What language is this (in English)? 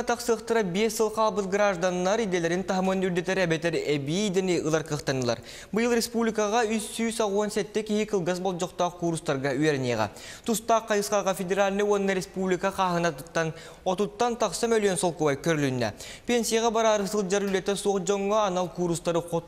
Yakut